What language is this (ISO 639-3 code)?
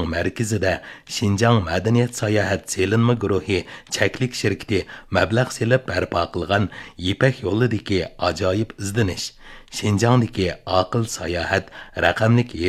uig